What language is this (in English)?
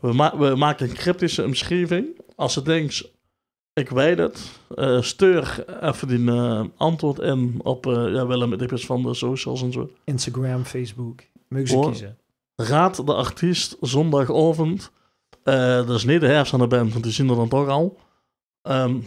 Limburgish